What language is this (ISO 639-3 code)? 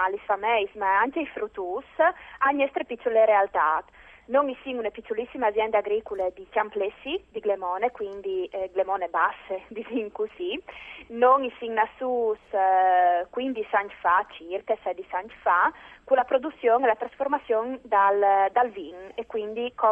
fur